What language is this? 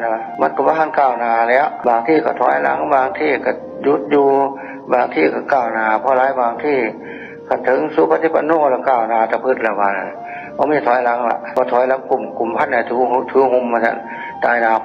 Northeastern Thai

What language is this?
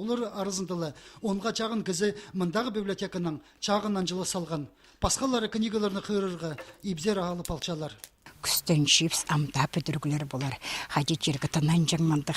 Khakas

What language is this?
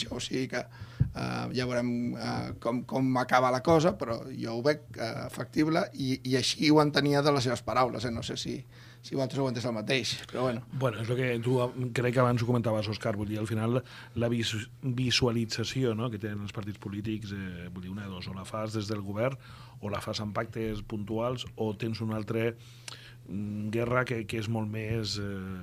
Catalan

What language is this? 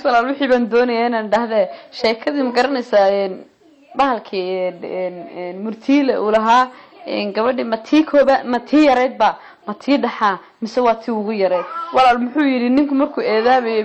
Somali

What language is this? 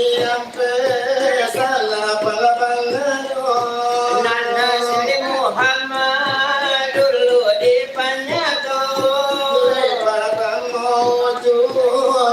Minangkabau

